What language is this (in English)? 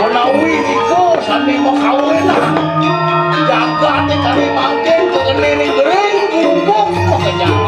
Balinese